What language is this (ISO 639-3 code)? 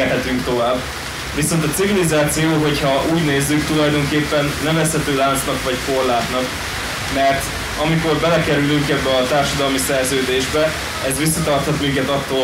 hun